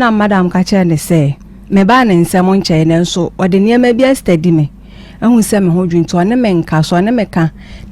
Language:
Akan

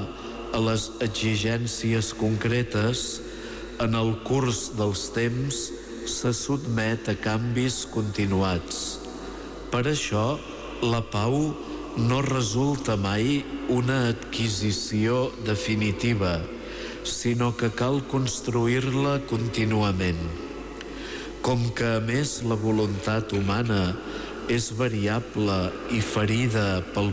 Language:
Catalan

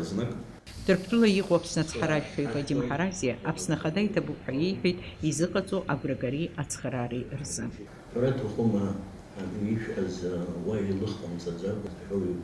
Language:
Abkhazian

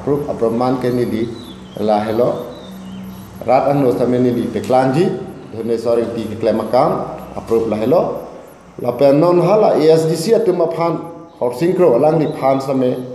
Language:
Karbi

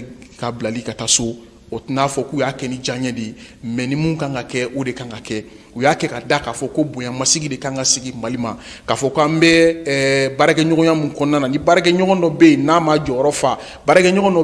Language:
Bambara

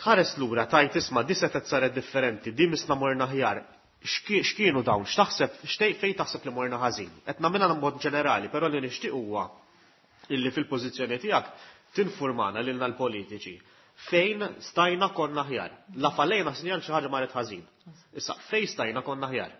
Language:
Maltese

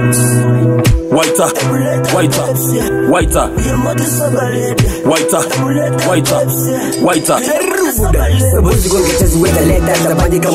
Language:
Swahili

